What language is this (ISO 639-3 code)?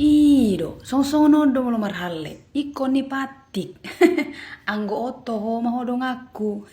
bbc